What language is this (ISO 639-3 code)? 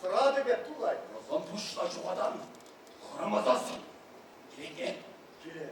chv